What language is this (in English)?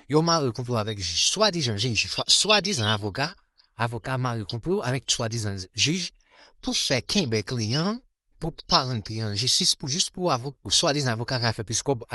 Haitian Creole